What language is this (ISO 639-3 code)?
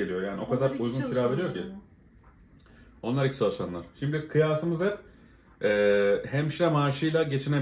tur